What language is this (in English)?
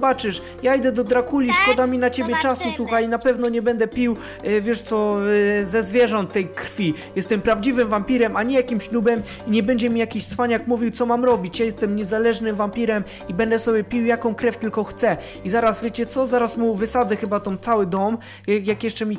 Polish